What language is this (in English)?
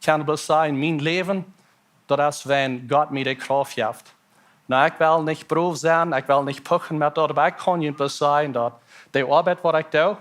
Plautdietsch